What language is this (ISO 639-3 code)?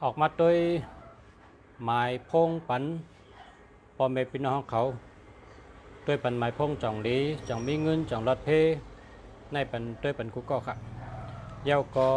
shn